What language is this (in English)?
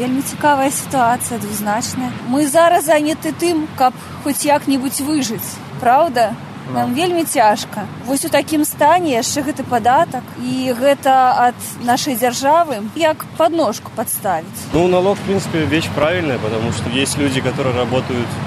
Belarusian